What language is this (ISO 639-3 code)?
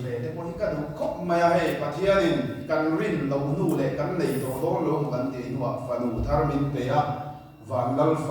lus